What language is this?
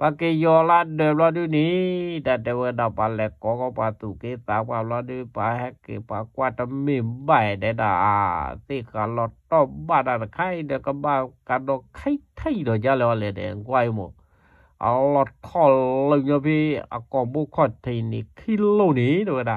S'gaw Karen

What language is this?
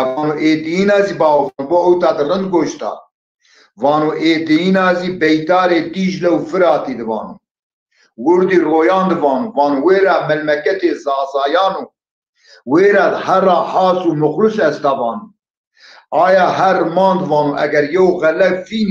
Zaza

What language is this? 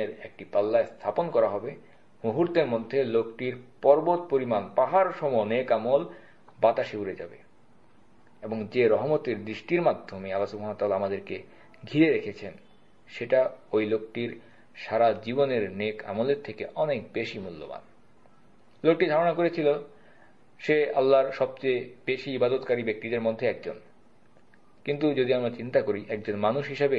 Bangla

